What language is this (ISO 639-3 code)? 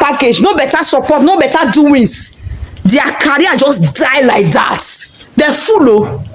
pcm